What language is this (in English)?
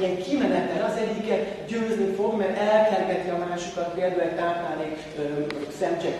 Hungarian